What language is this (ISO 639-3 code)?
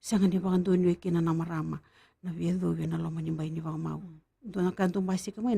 fij